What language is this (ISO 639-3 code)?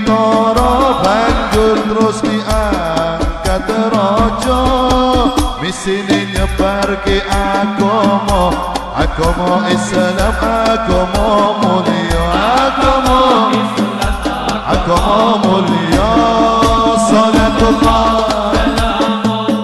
jav